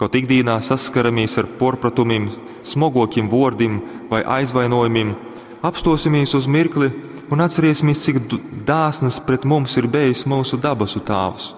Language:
Latgalian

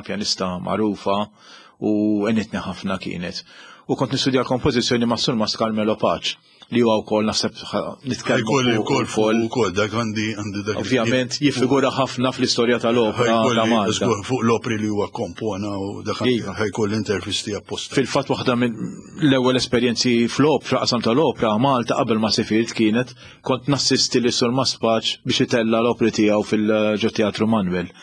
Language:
Maltese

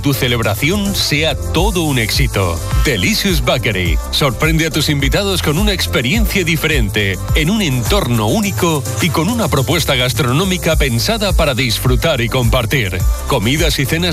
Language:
Spanish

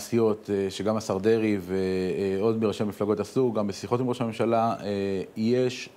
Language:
Hebrew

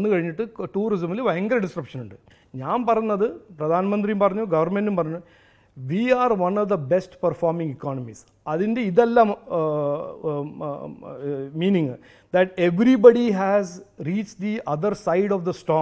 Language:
Malayalam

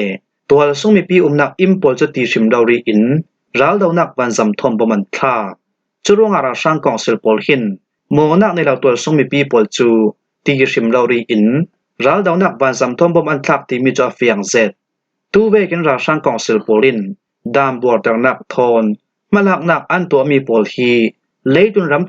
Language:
Falam Chin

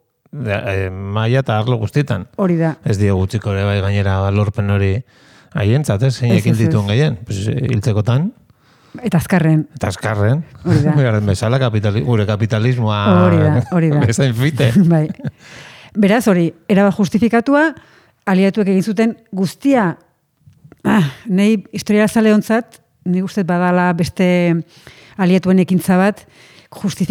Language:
Basque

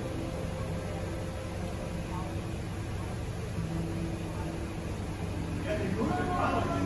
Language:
English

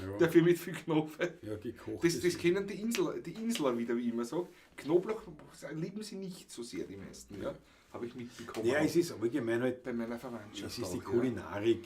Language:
Bavarian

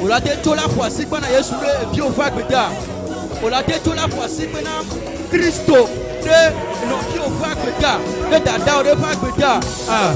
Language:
Ewe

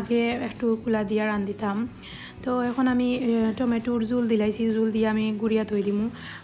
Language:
Sylheti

